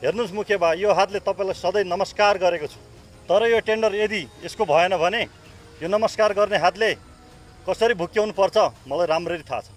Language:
Nepali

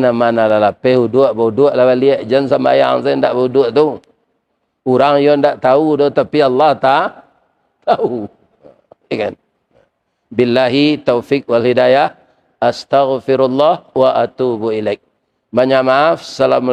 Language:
Minangkabau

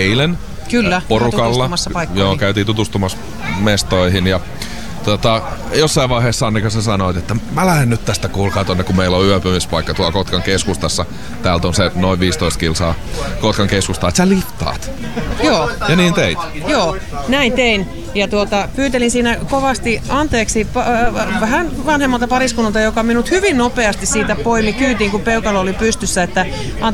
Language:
Finnish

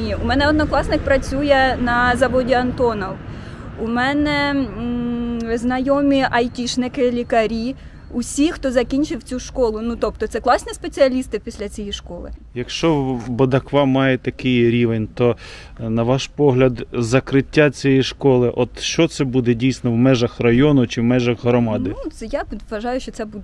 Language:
Ukrainian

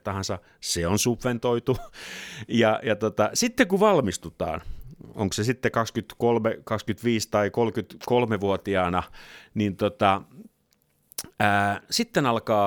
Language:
Finnish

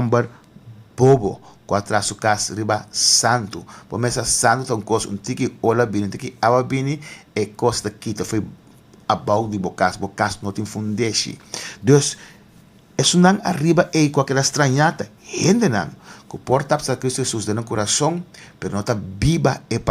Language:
Papiamento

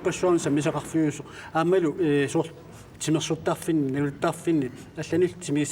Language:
Kalaallisut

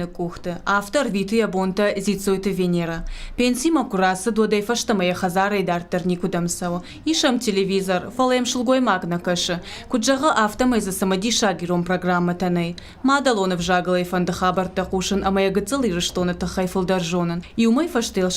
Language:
Ossetic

